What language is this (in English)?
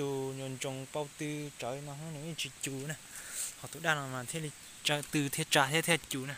Hmong